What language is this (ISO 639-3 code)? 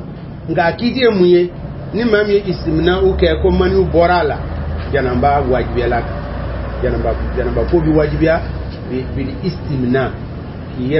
bam